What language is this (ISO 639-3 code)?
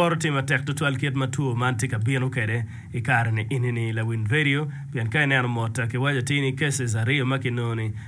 ach